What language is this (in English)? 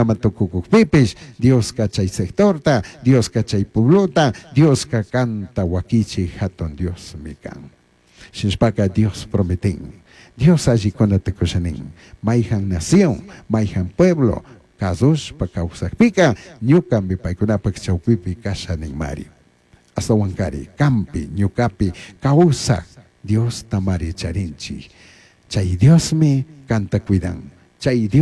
Chimborazo Highland Quichua